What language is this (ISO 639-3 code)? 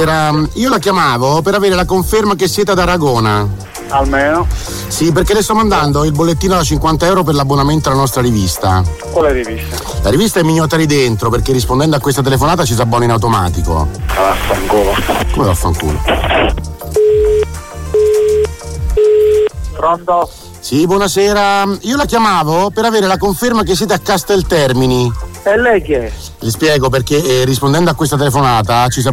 ita